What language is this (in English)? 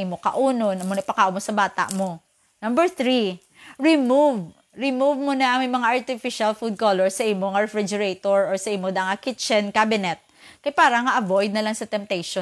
Hiligaynon